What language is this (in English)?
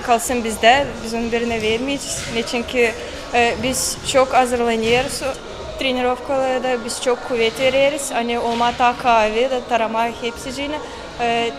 Gagauz